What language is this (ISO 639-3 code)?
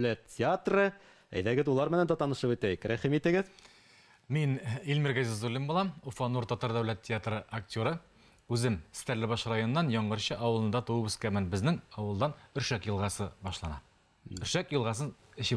bak